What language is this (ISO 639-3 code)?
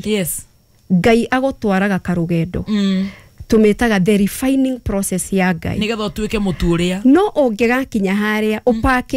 kik